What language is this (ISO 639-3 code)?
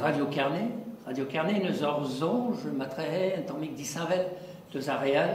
bre